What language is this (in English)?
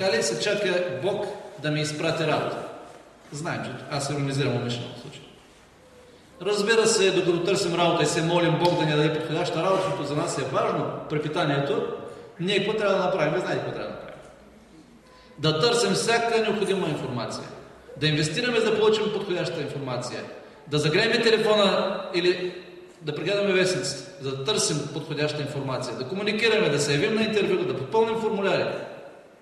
Bulgarian